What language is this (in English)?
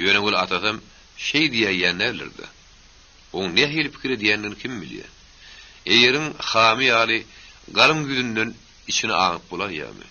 Turkmen